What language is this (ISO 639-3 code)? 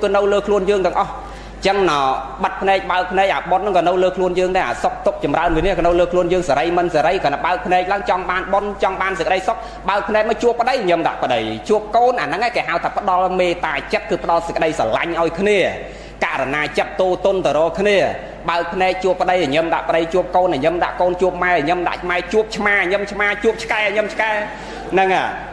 khm